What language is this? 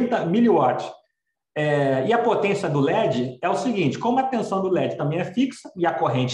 Portuguese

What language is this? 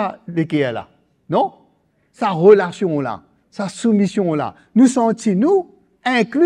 Morisyen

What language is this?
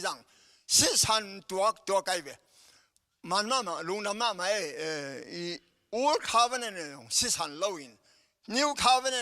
Tedim Chin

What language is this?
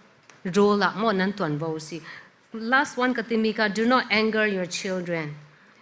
Falam Chin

